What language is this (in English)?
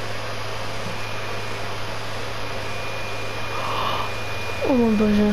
Czech